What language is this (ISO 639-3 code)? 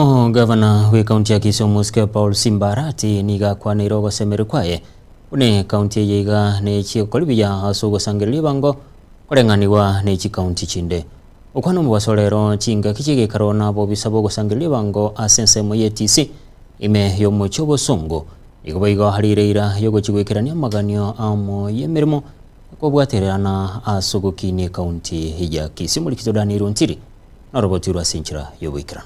guz